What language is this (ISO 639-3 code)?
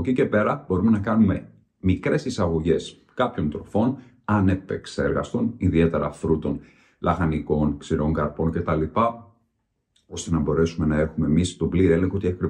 ell